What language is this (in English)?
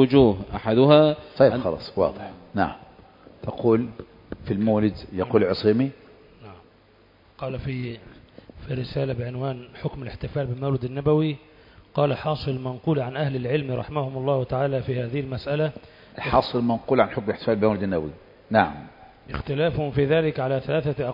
Arabic